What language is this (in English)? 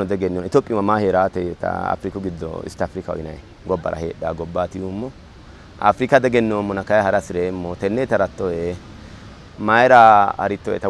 Sidamo